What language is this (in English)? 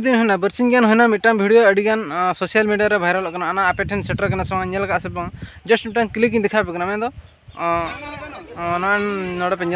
Santali